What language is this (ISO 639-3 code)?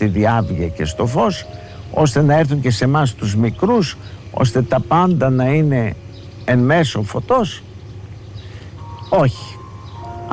ell